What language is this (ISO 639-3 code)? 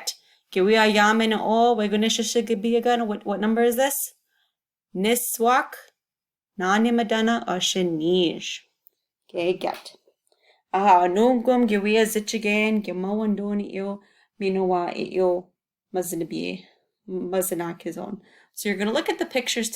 ciw